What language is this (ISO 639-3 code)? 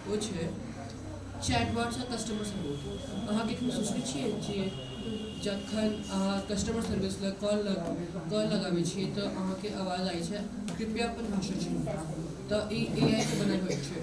mai